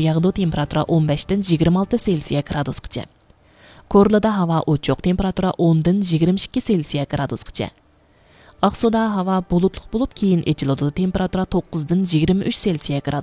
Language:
Uyghur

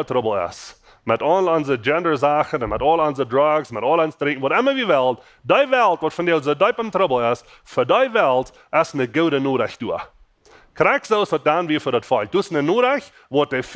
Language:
Plautdietsch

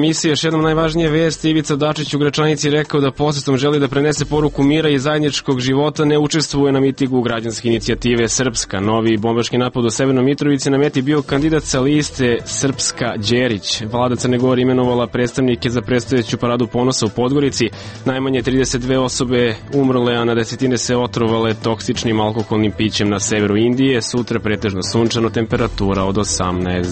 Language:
Serbian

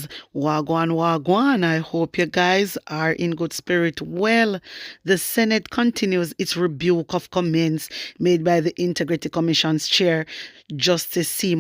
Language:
Jamaican Creole English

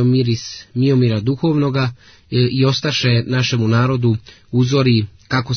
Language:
Serbian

